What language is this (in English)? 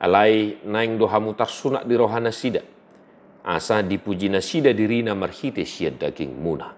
Batak Toba